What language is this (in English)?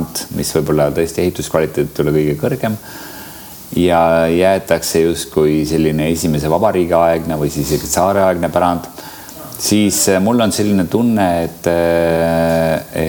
Estonian